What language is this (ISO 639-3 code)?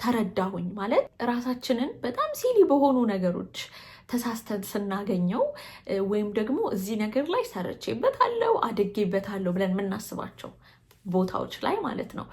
amh